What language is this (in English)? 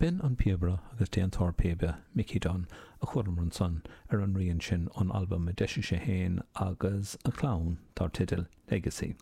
Irish